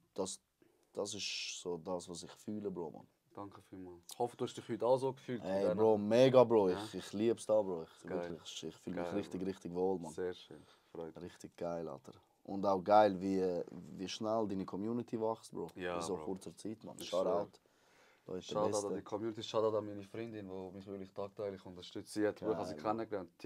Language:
Swiss German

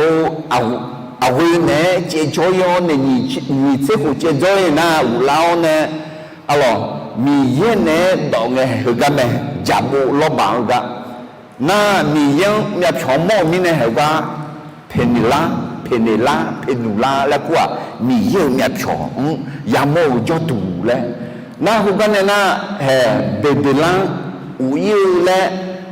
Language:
Akha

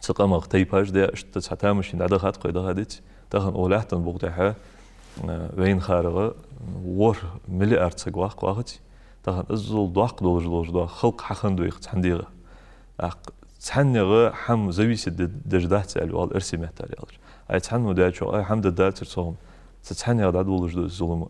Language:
Ingush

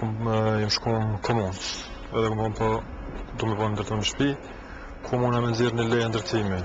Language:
Albanian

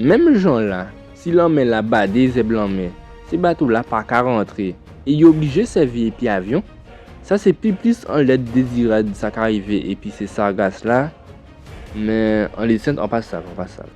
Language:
Guadeloupean Creole French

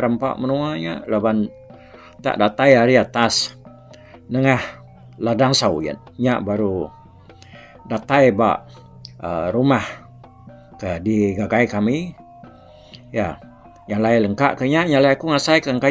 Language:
Iban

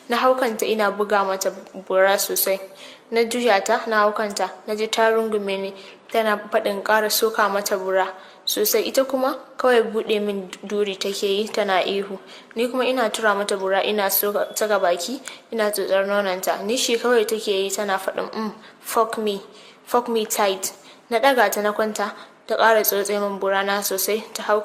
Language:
Hausa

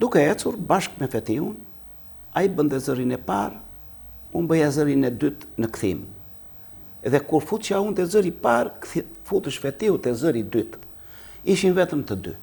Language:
Albanian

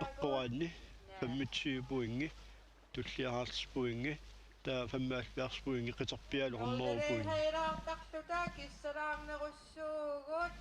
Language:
Kalaallisut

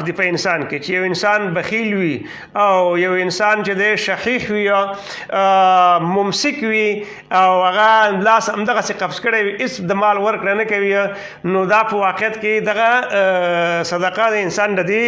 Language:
Pashto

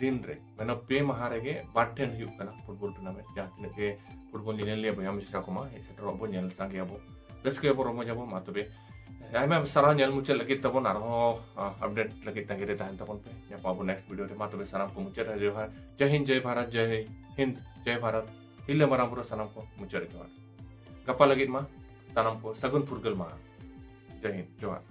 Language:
Santali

